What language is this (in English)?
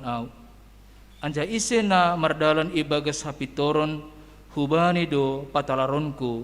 Batak Simalungun